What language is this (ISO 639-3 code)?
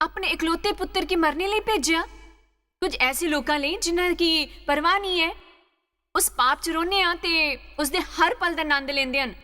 doi